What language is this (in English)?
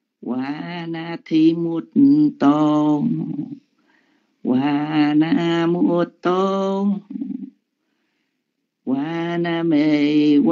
Vietnamese